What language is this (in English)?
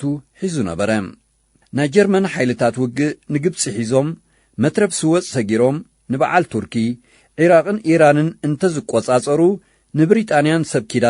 Tigrinya